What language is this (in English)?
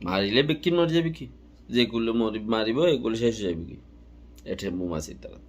Rohingya